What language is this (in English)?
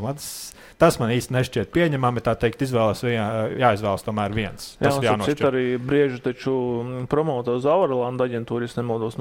Latvian